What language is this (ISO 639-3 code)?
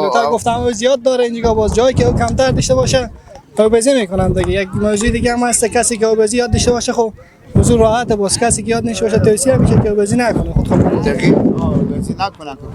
fas